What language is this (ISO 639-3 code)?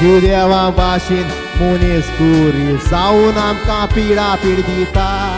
kok